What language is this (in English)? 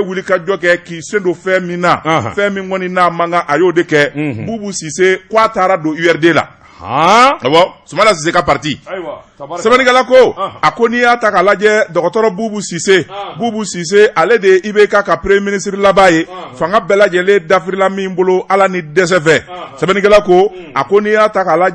Bambara